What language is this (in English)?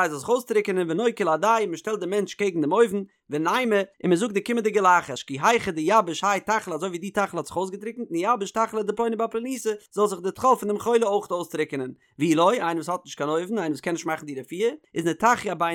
Yiddish